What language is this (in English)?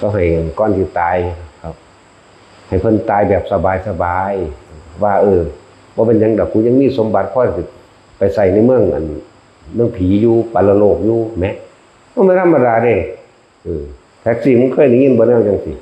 Northeastern Thai